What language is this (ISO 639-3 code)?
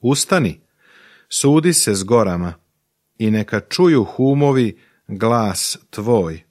srp